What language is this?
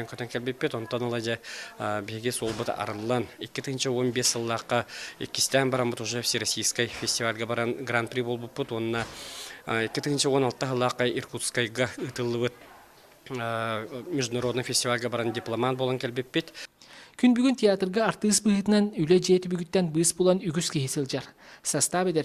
Yakut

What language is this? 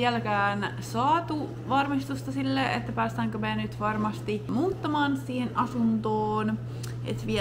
Finnish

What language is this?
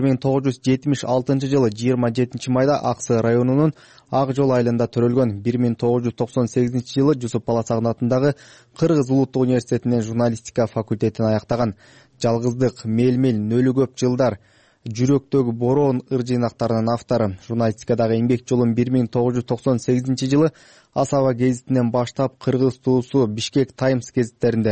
Kyrgyz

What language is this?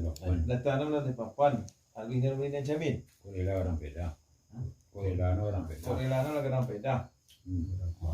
Minangkabau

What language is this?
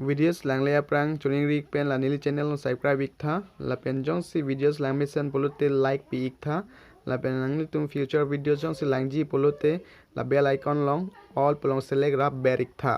Karbi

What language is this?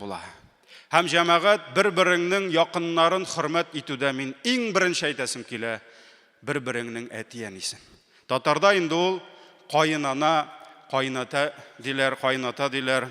Tatar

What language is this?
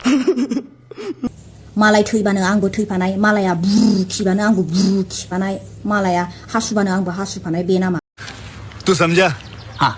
Bodo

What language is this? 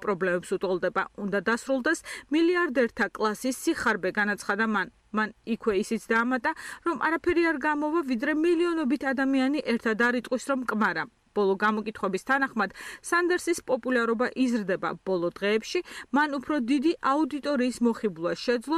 Georgian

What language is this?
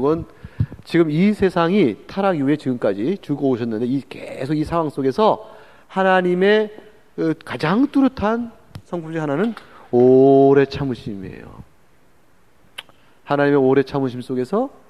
Korean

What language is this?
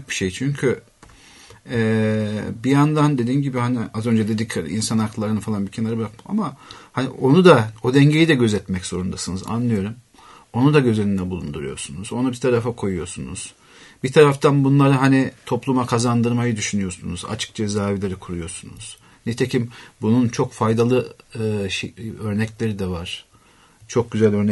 Turkish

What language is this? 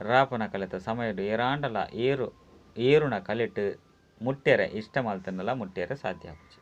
Tulu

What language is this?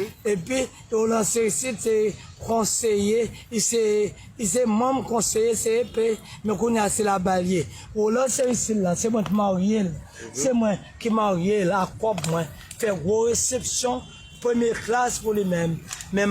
Haitian Creole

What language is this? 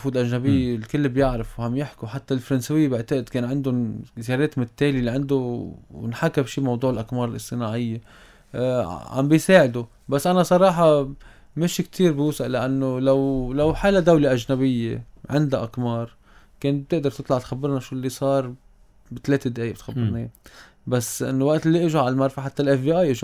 North Levantine Arabic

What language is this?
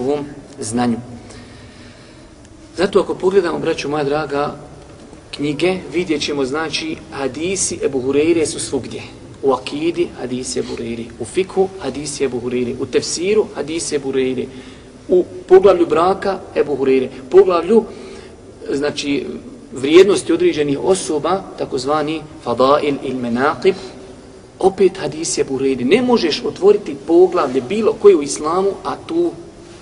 Bosnian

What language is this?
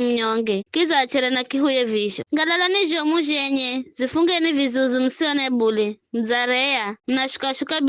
Giryama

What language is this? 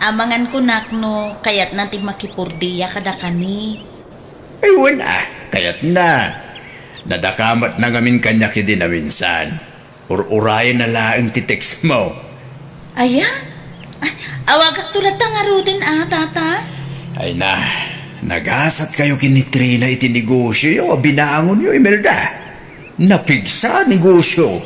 Iloko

